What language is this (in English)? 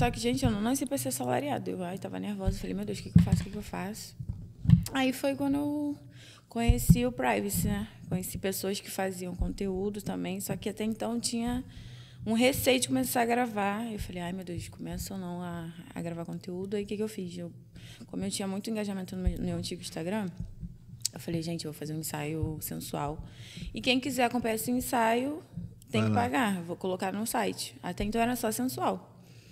Portuguese